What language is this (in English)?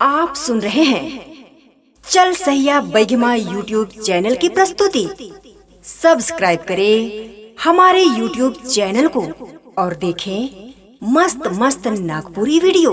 Sadri